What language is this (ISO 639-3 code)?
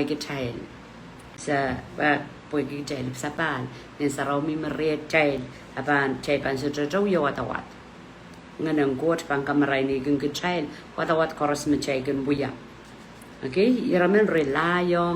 pon